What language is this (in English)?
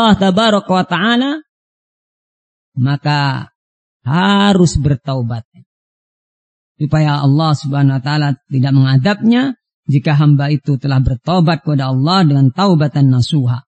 Indonesian